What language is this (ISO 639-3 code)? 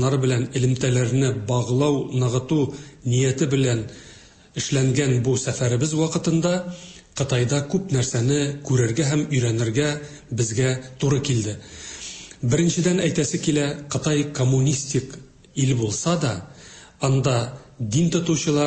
tat